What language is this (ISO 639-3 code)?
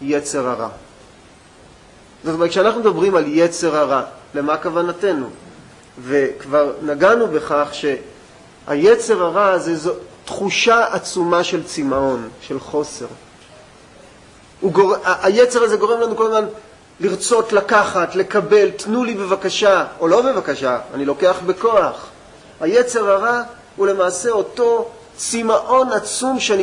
heb